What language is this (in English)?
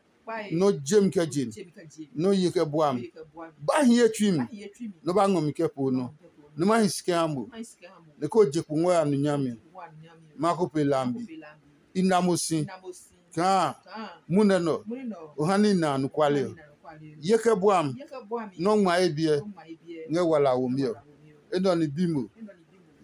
Adangme